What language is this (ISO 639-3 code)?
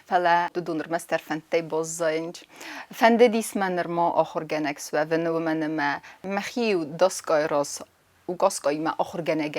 oss